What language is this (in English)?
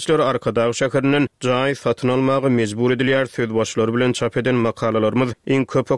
Turkmen